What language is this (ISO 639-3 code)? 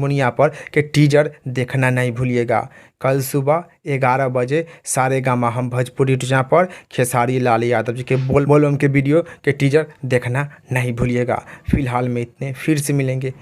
bho